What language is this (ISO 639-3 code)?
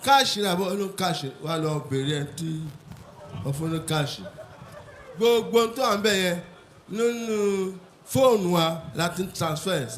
yor